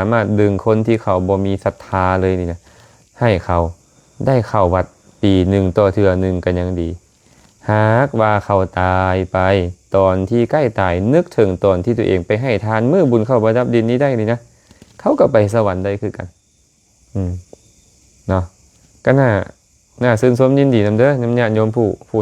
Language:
Lao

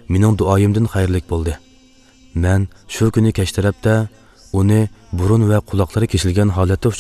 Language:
Uyghur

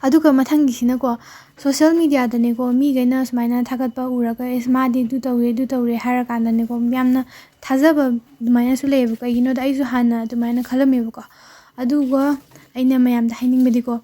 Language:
Manipuri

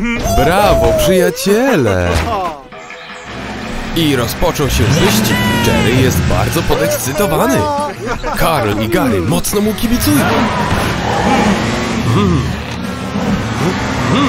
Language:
Polish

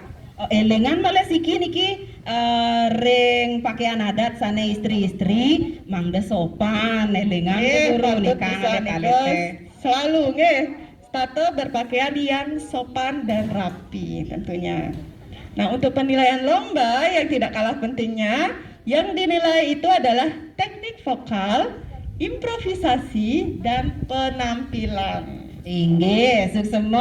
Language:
Balinese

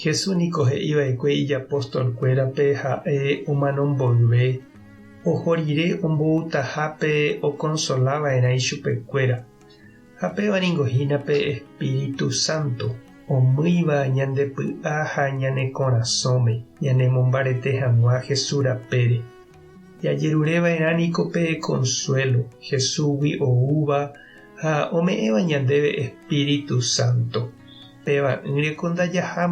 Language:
Guarani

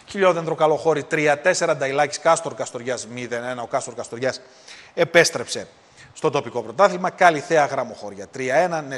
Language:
Greek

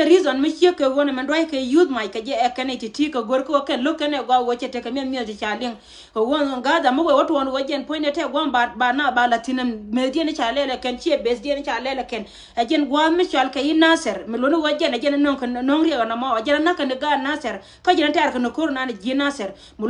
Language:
Nuer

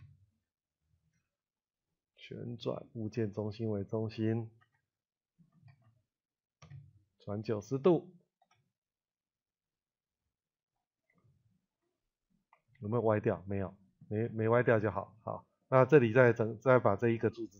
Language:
Chinese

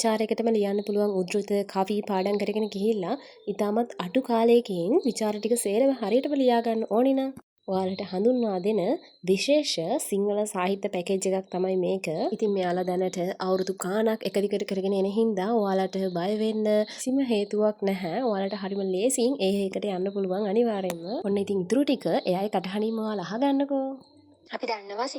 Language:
Sinhala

